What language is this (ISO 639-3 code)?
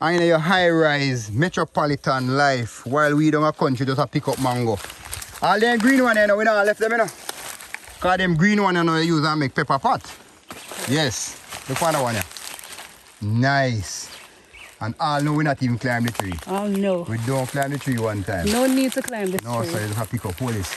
jam